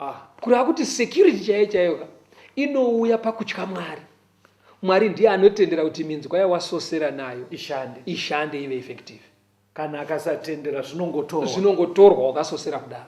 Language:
Shona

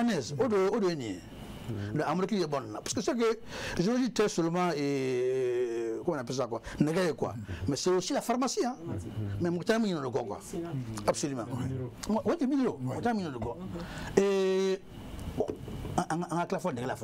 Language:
Bambara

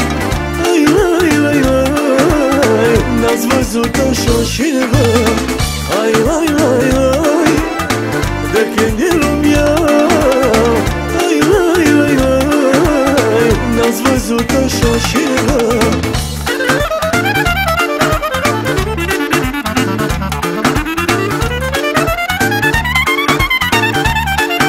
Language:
Romanian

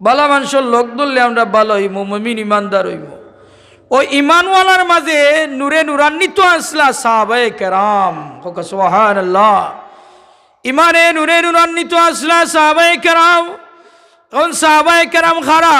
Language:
Sylheti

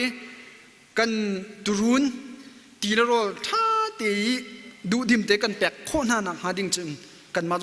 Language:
Hakha Chin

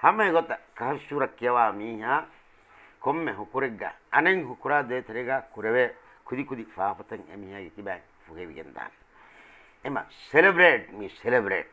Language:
Divehi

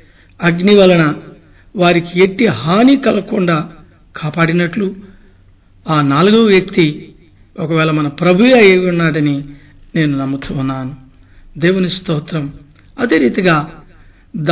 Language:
Telugu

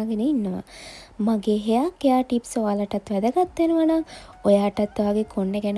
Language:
Sinhala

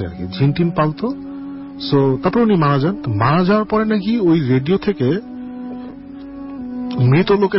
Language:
Bangla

